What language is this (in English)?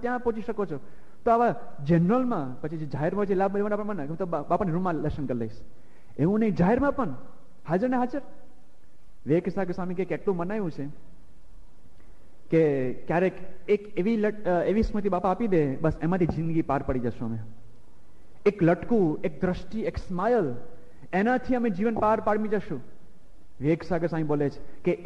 Gujarati